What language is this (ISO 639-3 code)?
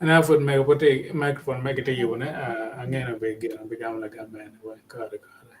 ach